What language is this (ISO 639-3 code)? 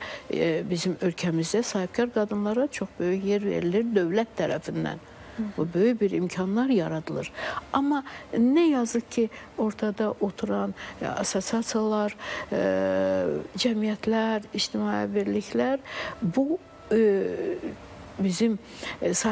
aze